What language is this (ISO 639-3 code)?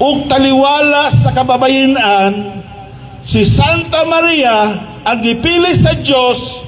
ceb